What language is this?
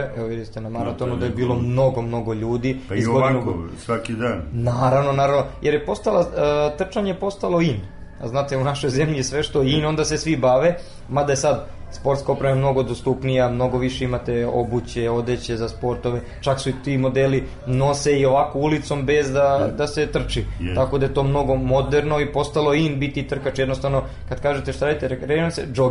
Serbian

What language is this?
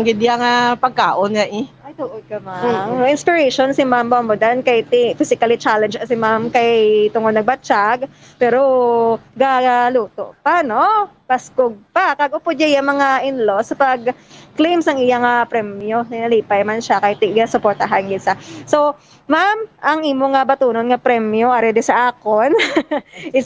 Hiligaynon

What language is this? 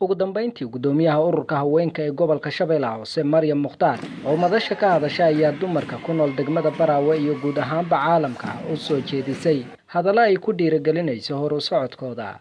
Somali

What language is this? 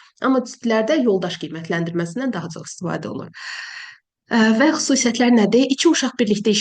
Azerbaijani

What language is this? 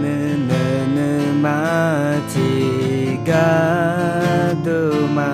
Akha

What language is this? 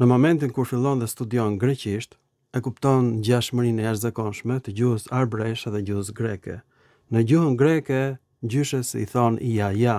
Albanian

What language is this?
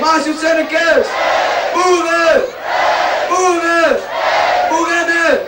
Limburgish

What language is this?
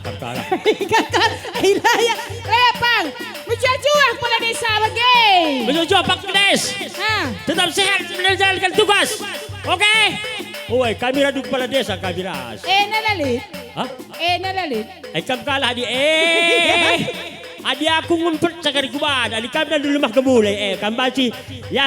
Batak Karo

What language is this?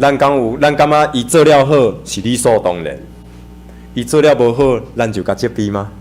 Min Nan Chinese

